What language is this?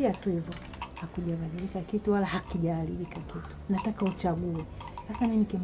Swahili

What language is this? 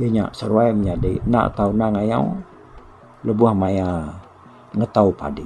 Iban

